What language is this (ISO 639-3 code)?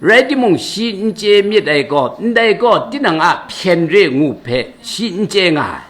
kac